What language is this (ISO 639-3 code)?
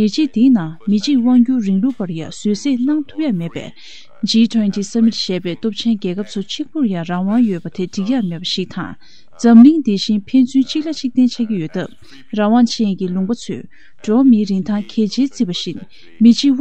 bod